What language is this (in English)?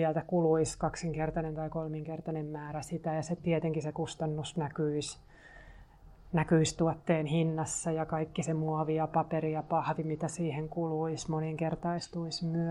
Finnish